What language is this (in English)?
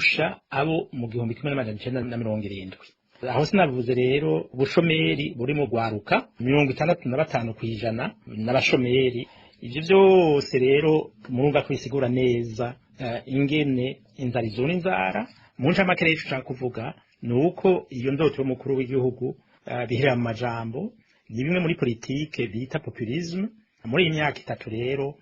Rundi